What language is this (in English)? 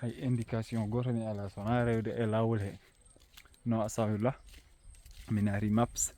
Fula